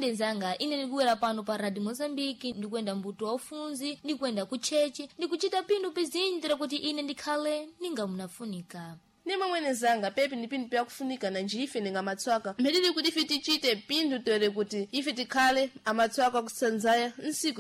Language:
Sena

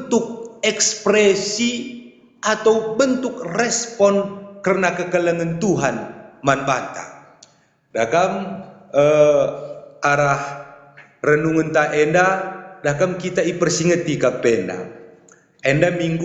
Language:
Batak Karo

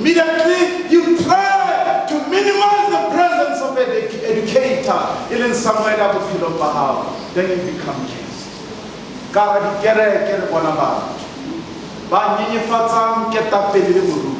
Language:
Southern Sotho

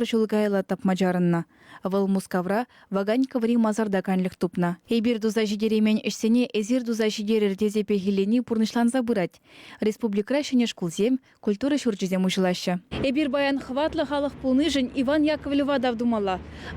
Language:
Chuvash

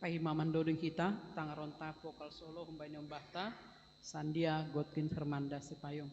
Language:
Batak Simalungun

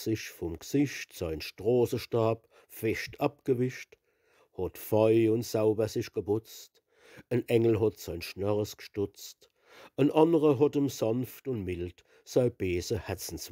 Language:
Palatine German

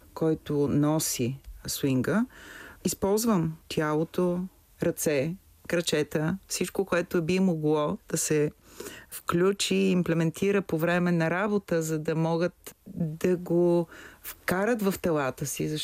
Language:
Bulgarian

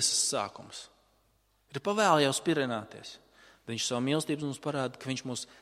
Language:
Latvian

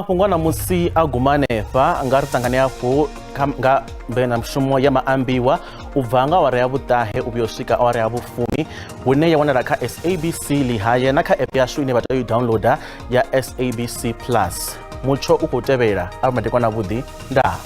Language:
Venda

